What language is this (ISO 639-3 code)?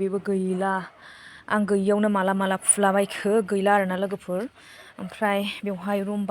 brx